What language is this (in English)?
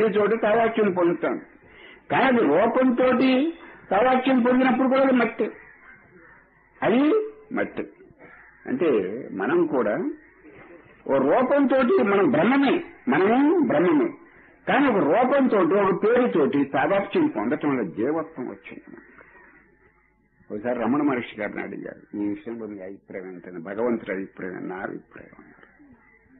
Telugu